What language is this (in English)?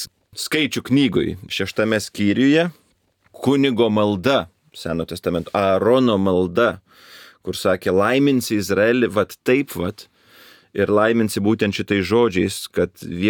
Lithuanian